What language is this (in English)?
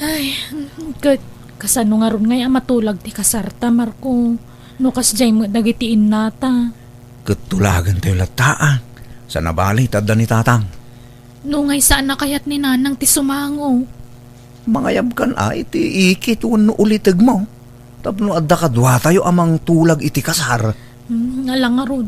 Iloko